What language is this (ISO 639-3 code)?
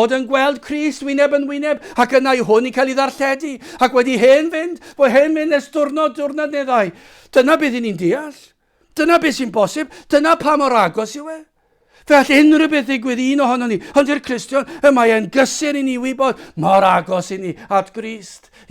cym